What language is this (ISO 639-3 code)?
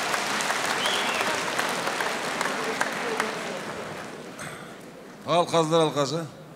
kaz